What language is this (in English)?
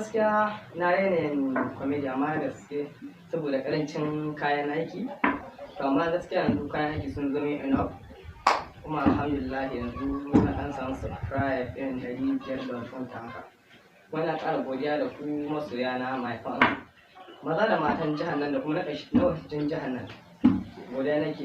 Hausa